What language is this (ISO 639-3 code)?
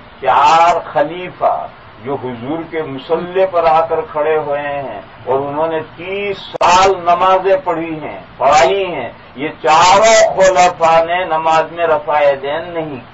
urd